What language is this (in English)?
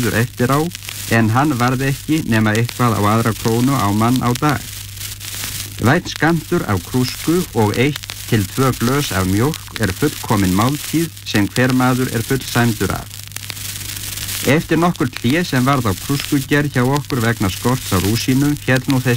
Icelandic